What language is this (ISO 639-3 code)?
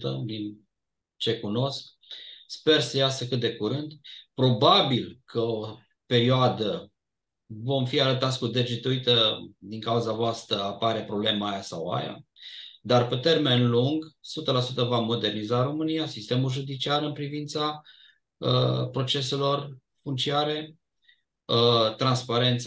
ron